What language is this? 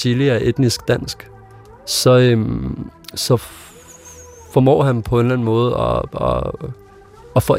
Danish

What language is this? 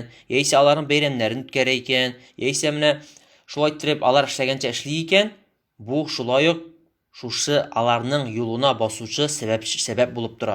Tatar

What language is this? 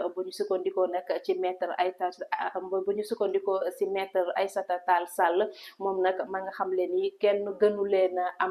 Wolof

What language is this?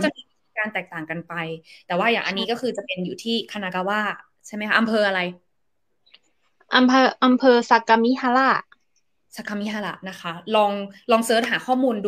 Thai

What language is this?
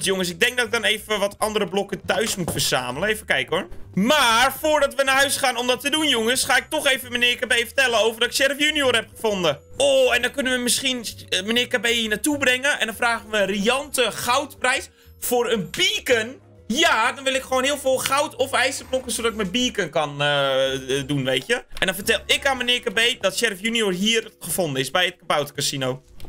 Dutch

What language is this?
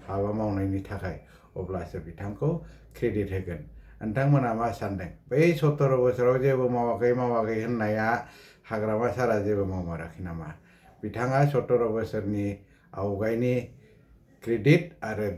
Bodo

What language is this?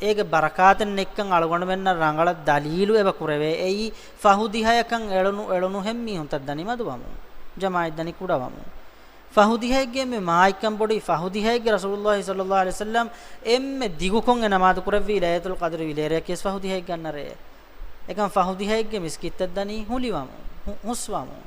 Divehi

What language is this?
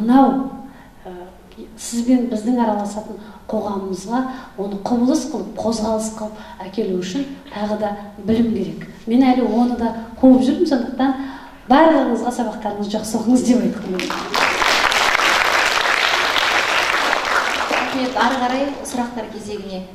Kazakh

